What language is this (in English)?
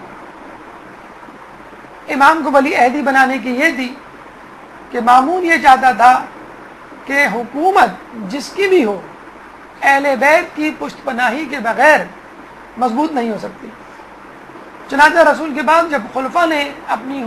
Urdu